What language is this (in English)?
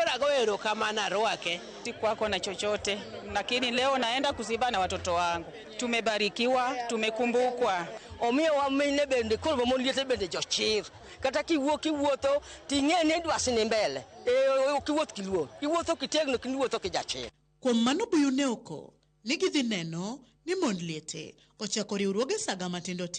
Luo (Kenya and Tanzania)